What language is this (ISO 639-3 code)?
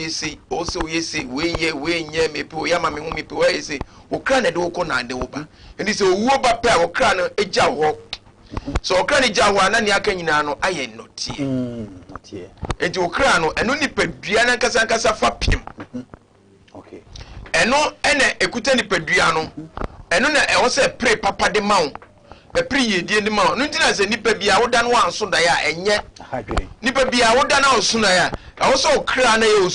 aka